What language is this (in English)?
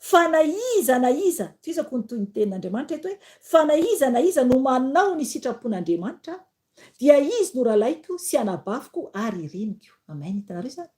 Malagasy